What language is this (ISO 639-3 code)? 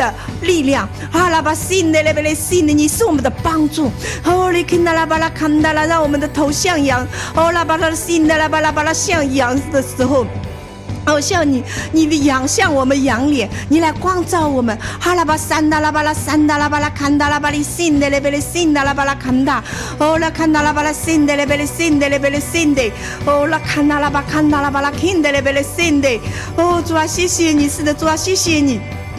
zho